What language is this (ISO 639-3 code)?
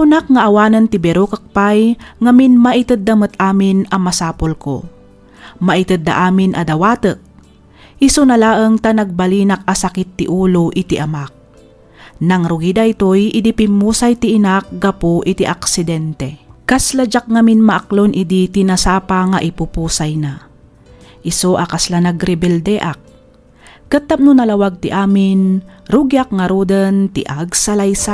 ilo